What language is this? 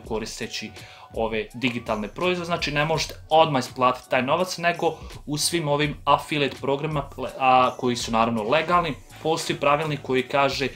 Croatian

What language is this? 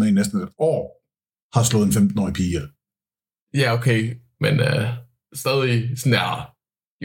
Danish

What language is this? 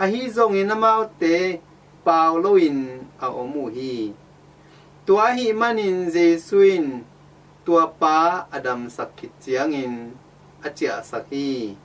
Tedim Chin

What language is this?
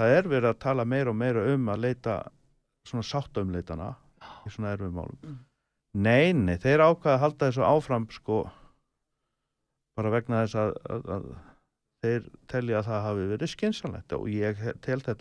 Icelandic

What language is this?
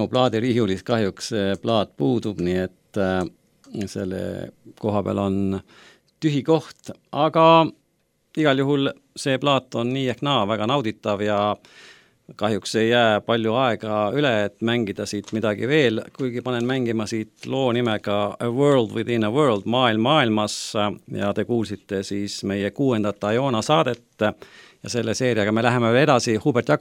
Estonian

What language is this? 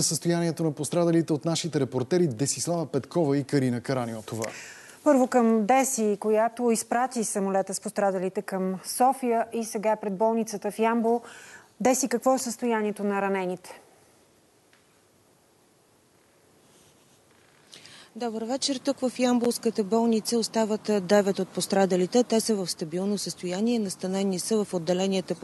Bulgarian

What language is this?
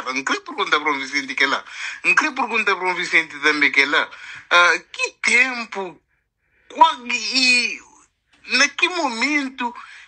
Kabuverdianu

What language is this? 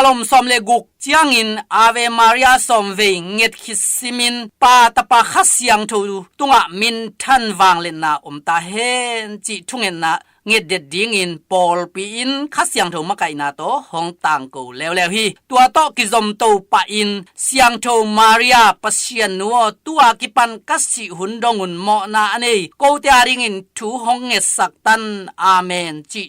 Tedim Chin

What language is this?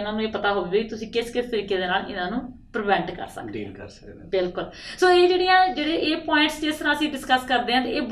Punjabi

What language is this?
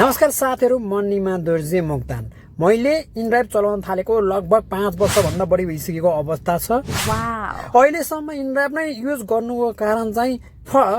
Nepali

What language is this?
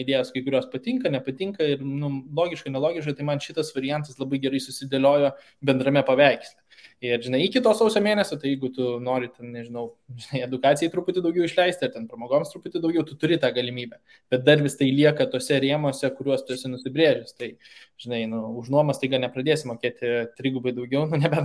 Lithuanian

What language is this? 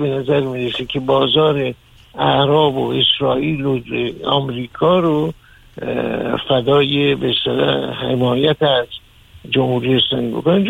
Persian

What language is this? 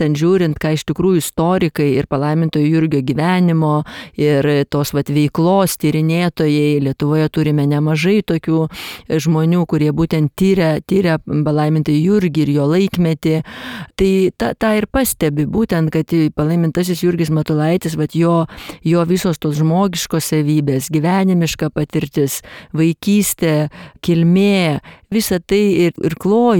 Lithuanian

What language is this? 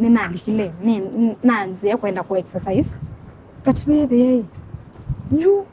Kamba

